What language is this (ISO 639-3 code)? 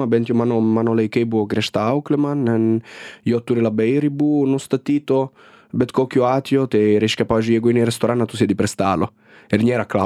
lit